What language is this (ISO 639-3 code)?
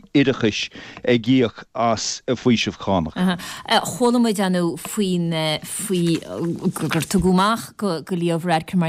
gle